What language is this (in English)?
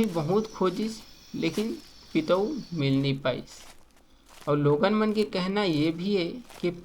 Chhattisgarhi